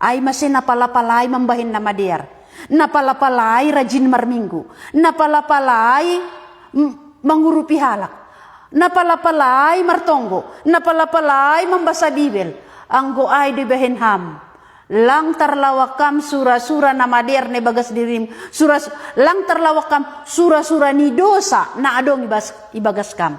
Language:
Batak Simalungun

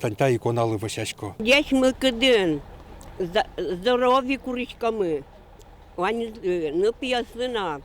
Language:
Udmurt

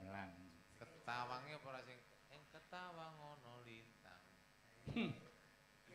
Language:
Javanese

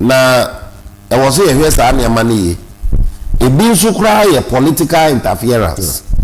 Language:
Akan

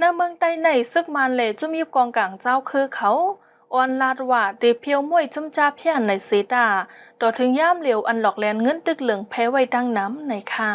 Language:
Shan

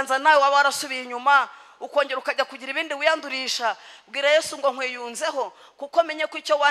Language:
Kinyarwanda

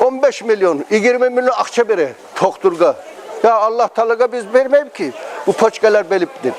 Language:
Kumyk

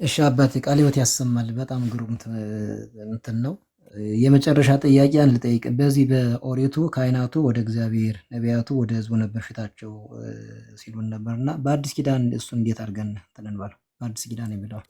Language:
Amharic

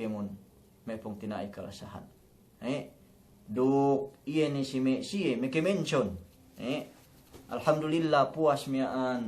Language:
Yakan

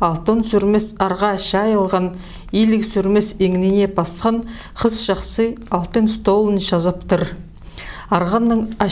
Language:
Khakas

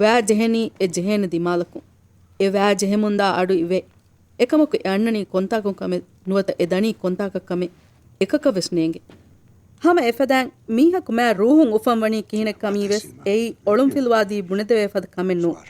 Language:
Divehi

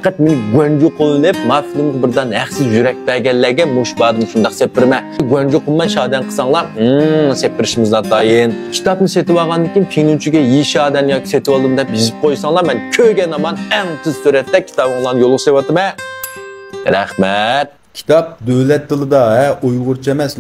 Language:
Uyghur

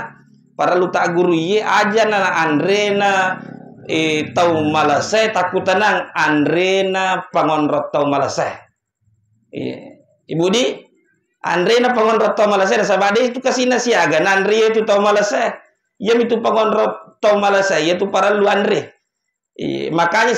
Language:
Buginese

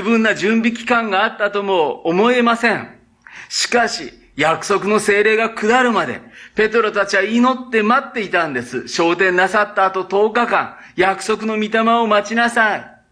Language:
Japanese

